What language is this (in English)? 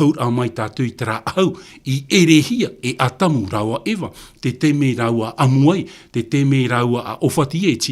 Tahitian